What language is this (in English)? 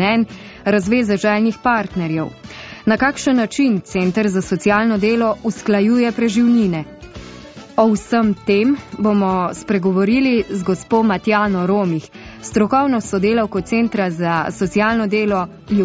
Slovenian